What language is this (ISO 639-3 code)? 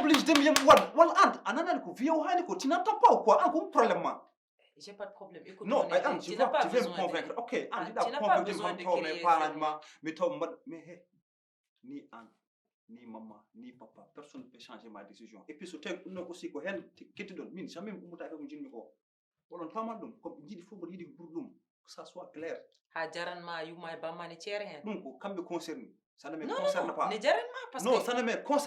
ful